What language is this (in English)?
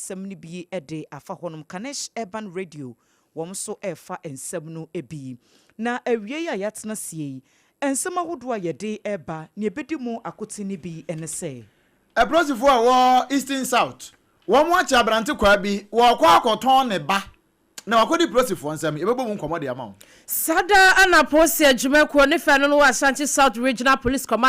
Akan